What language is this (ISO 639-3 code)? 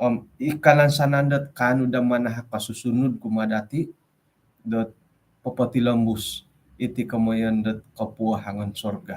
dtp